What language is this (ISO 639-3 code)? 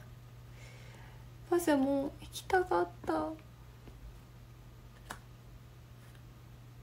jpn